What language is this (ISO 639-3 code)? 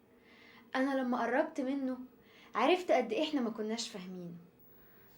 arz